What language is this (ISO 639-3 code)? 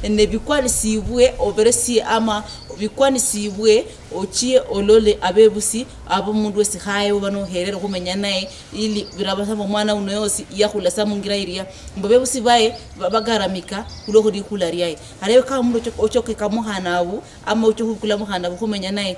luy